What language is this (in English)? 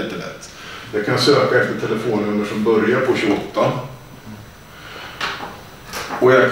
Swedish